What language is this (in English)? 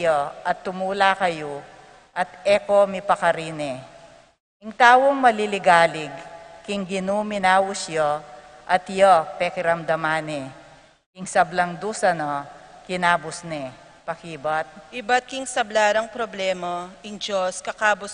Pampanga